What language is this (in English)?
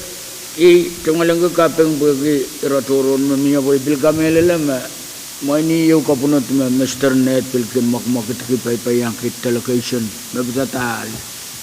Pohnpeian